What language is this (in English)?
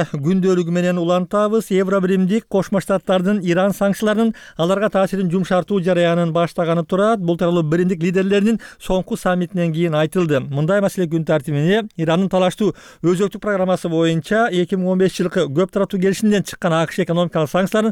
Kyrgyz